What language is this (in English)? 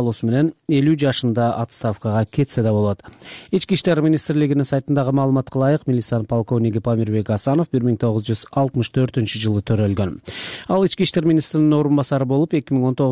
Kyrgyz